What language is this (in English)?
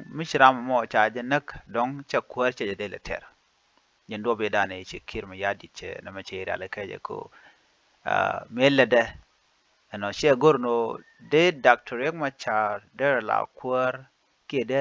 Nuer